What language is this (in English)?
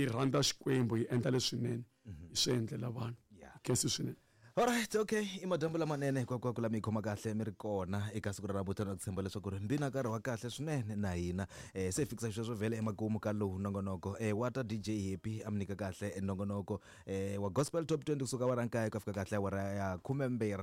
Tsonga